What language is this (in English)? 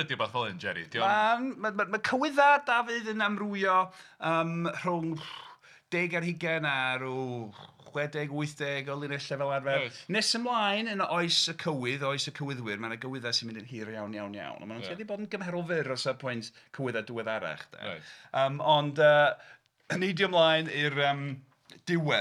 Welsh